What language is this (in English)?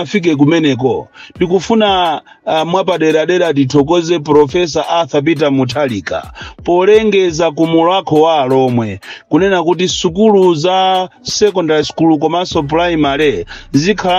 Nyanja